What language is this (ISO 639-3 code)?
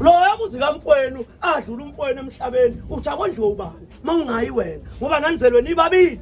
zul